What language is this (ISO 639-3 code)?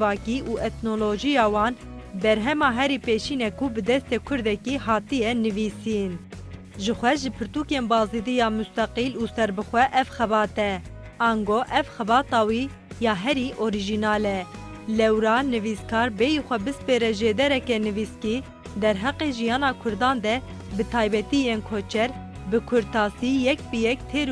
kur